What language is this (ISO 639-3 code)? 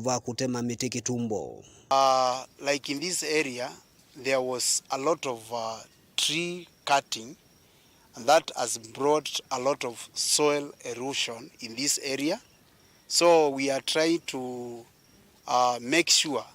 kam